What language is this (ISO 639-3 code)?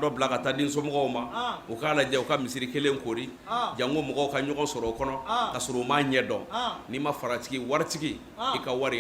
bam